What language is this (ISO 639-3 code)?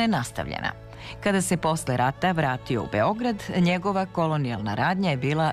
srp